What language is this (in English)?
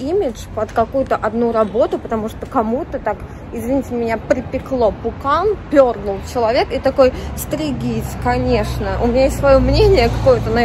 Russian